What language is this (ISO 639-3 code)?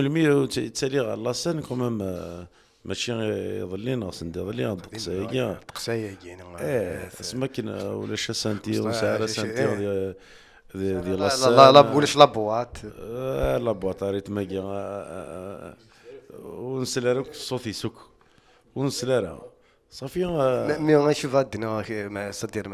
kab